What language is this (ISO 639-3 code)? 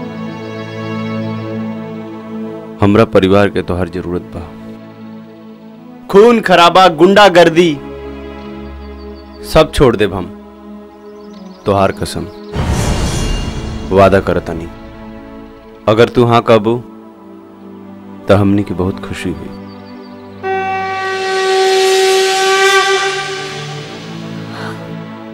bho